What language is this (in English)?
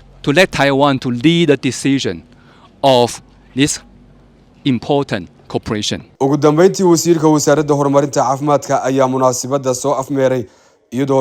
Somali